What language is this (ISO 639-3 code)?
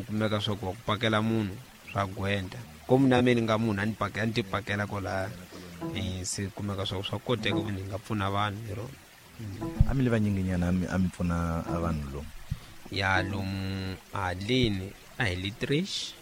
tso